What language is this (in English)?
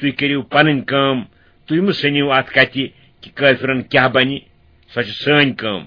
Kashmiri